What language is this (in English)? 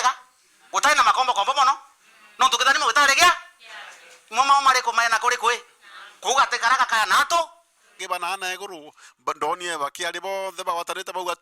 Meru